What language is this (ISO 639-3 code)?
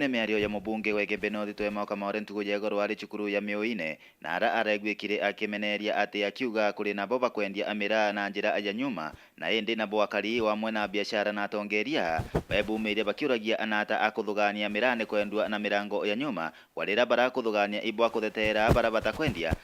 mer